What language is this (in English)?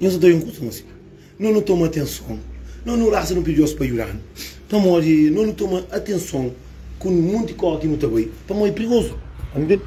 Kabuverdianu